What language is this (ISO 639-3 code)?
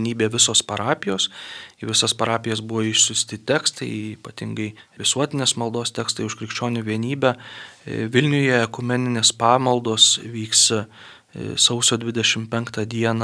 lit